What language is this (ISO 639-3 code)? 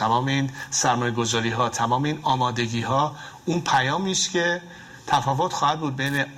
fas